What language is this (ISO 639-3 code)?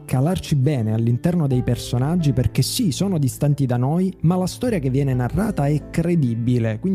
ita